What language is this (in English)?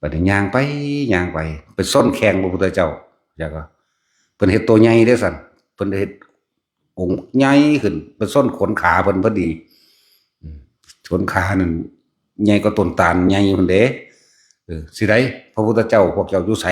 Northeastern Thai